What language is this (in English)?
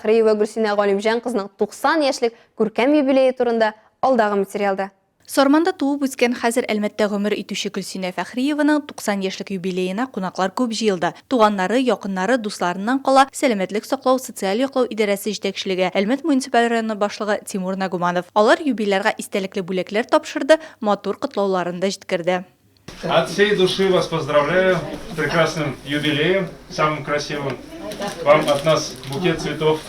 Tatar